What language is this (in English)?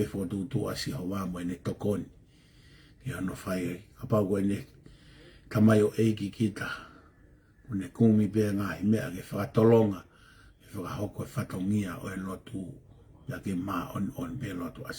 Tongan